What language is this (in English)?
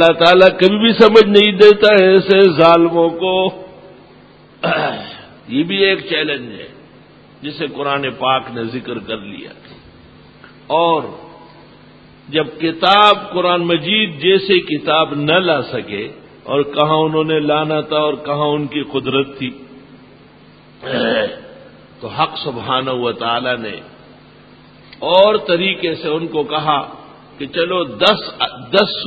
Urdu